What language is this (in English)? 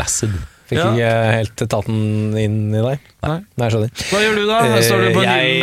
Norwegian